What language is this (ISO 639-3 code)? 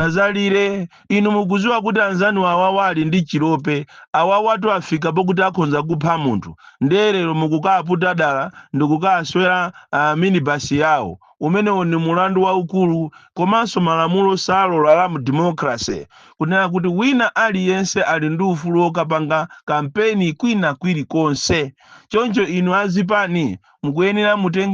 nya